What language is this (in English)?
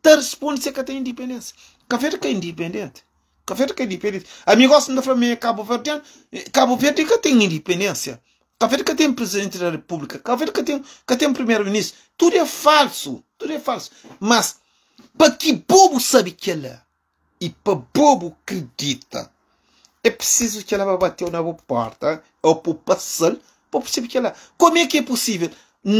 Kabuverdianu